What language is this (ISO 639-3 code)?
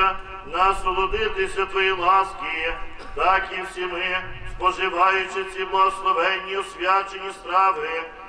ukr